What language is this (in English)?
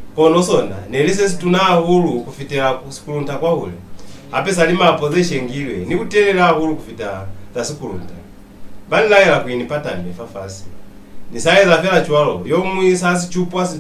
Lozi